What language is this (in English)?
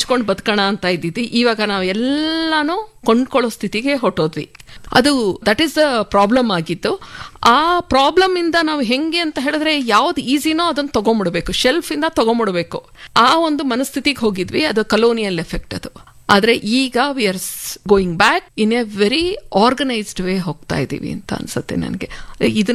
Kannada